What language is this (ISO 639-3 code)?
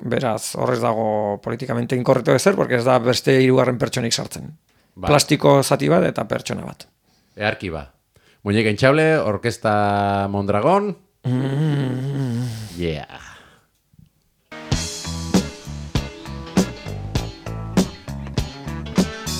eus